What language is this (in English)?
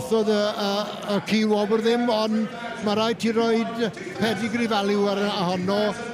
Welsh